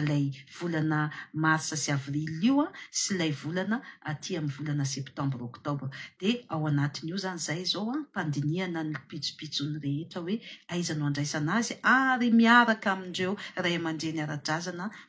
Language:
Malagasy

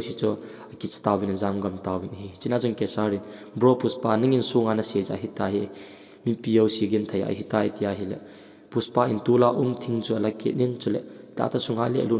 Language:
Thado Chin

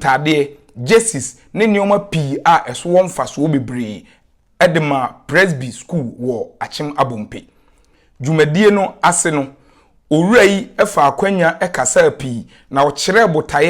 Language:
Akan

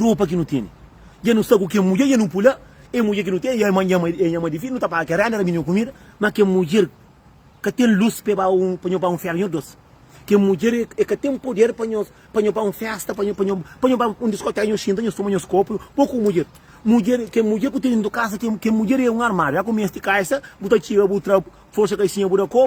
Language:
Kabuverdianu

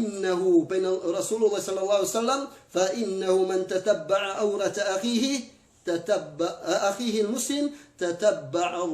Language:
Yakan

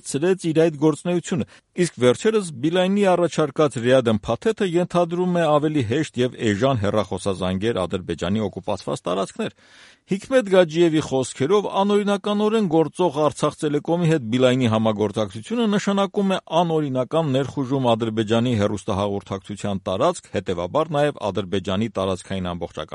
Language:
Armenian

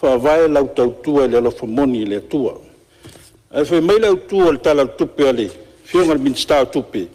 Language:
Samoan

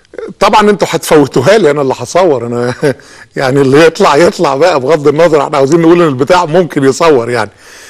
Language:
Egyptian Arabic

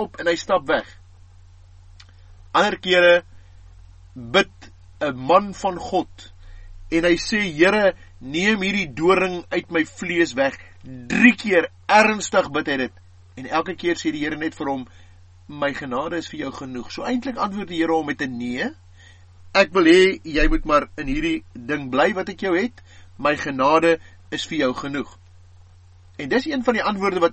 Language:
Afrikaans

